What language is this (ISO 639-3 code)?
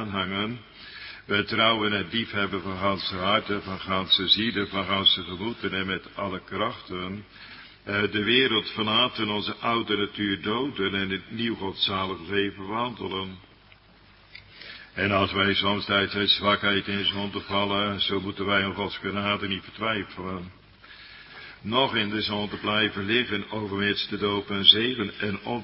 nld